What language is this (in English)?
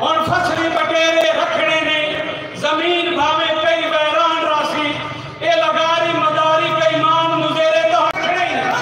Saraiki